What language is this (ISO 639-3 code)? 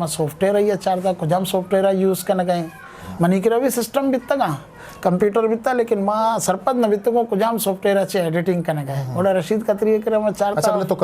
bgp